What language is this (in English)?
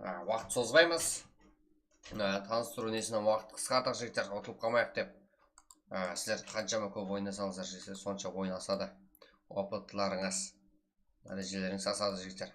Kara-Kalpak